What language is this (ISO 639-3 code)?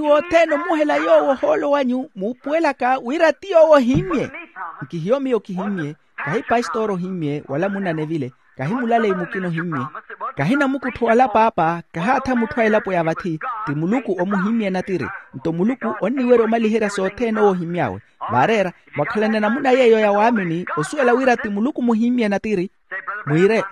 vmw